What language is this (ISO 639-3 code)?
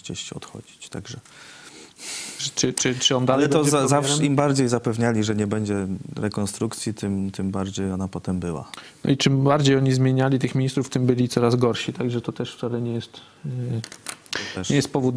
pol